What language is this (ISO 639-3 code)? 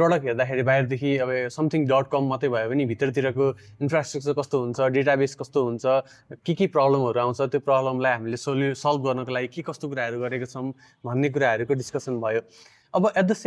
nep